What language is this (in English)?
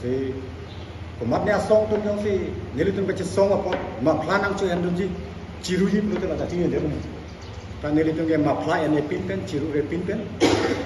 Karbi